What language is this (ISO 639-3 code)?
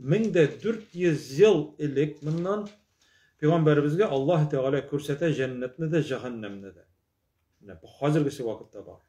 tat